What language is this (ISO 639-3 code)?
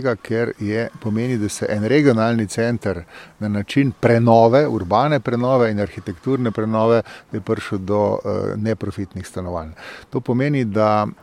slv